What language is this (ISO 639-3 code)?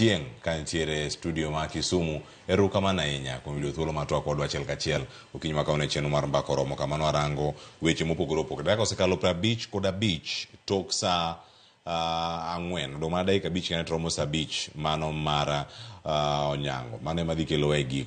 luo